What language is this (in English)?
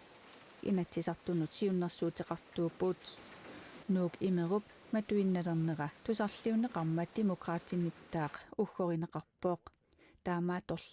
Kalaallisut